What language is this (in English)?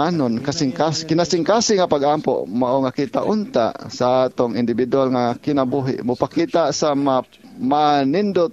Cebuano